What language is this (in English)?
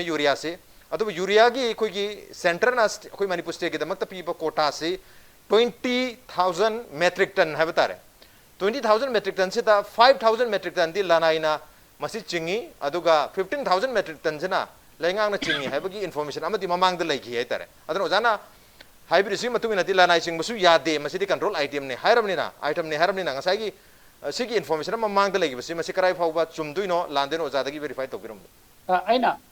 Manipuri